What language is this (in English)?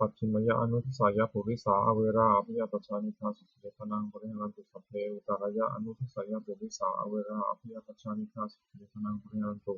Pali